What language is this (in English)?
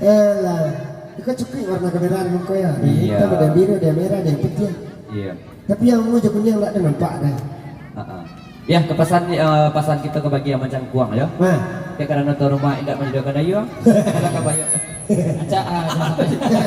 Minangkabau